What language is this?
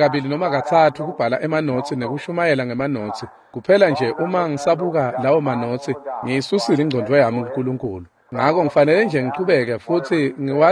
Swati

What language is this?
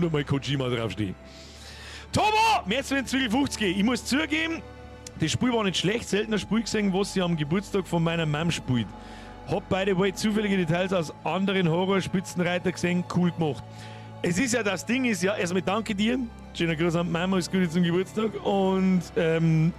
Bavarian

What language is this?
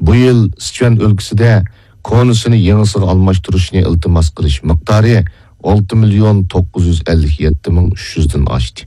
Uyghur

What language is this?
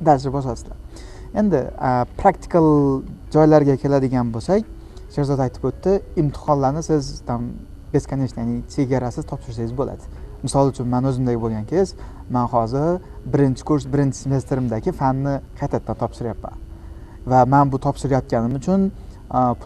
Uzbek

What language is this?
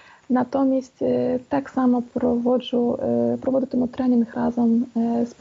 Ukrainian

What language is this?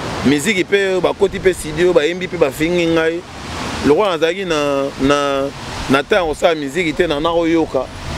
Lingala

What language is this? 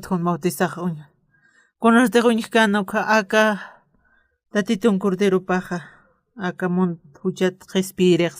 Aymara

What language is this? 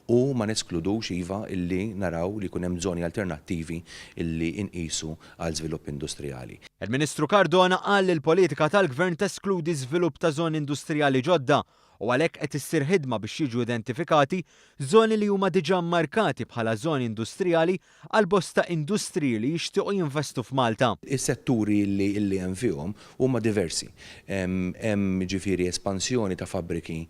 Maltese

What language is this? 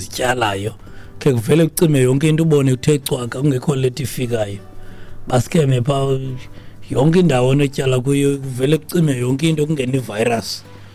Xhosa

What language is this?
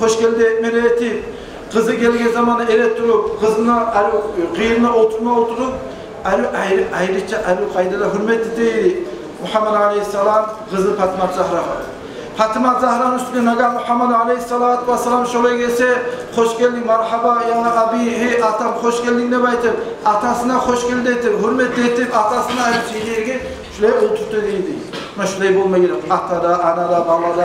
Kumyk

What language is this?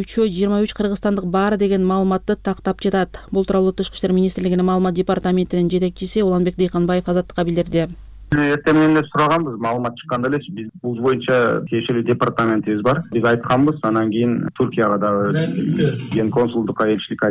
Kyrgyz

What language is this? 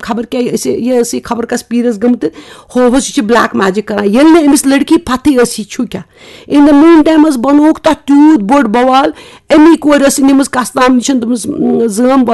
Kashmiri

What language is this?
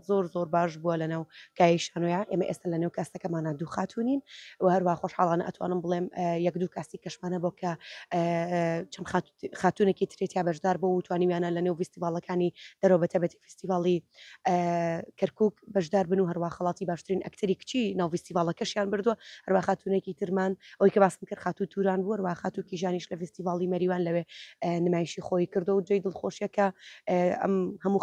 Central Kurdish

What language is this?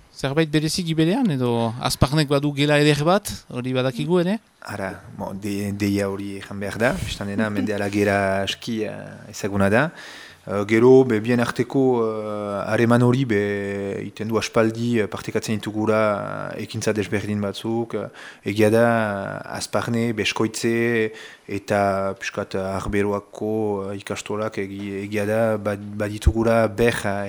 Basque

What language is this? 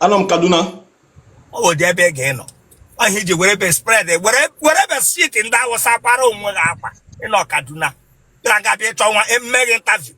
Igbo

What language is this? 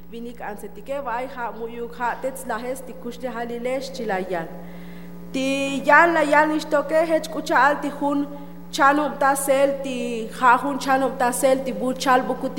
Tzotzil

